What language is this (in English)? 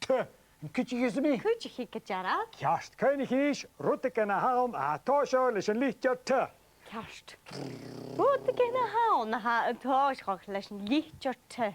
Scottish Gaelic